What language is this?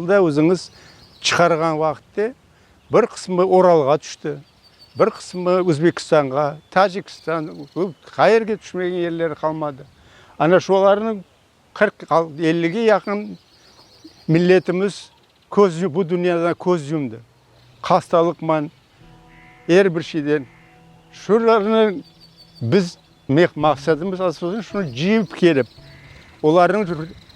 Crimean Tatar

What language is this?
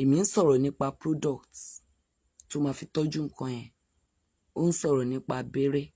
Yoruba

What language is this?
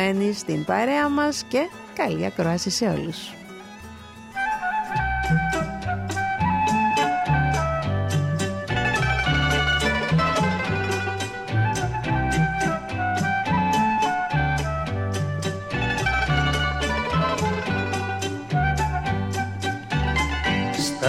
Greek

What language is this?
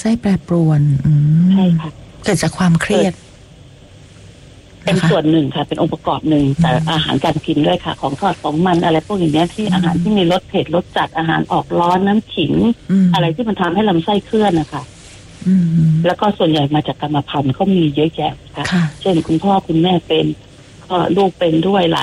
Thai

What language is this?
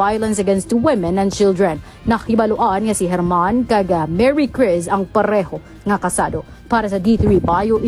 Hiligaynon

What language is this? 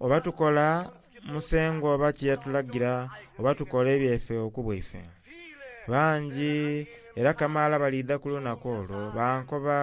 Soga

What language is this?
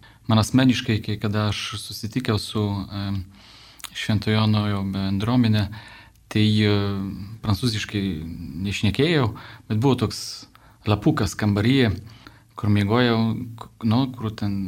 Lithuanian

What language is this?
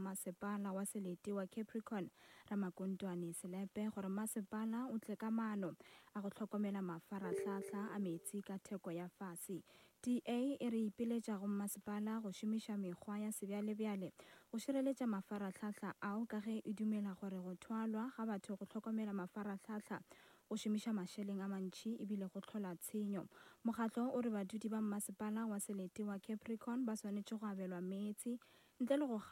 Northern Sotho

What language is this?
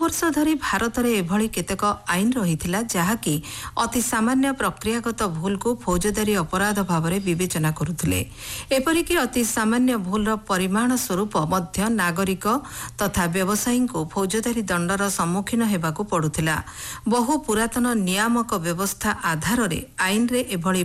Odia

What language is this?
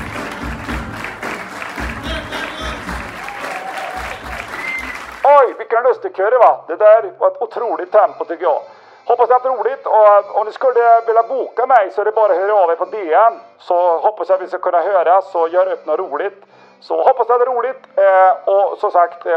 Swedish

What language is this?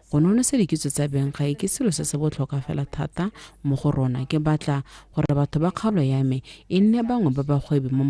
Tswana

